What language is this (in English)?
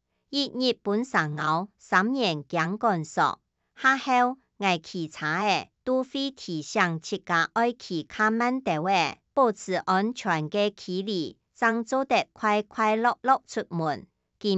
Hakka Chinese